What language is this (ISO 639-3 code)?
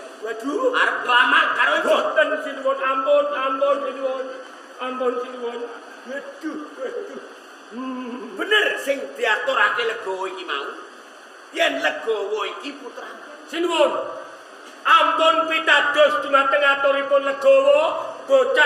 jav